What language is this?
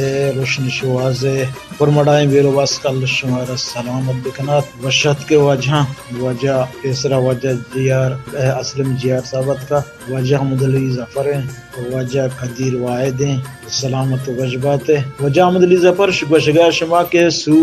Baluchi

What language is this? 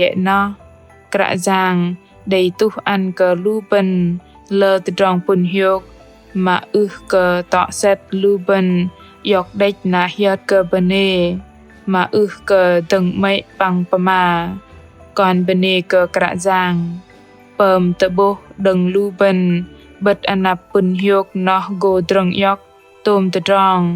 Bahnar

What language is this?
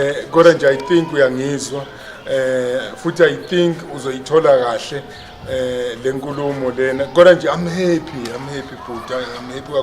Zulu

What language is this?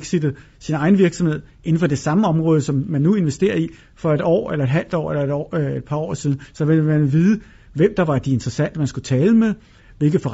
Danish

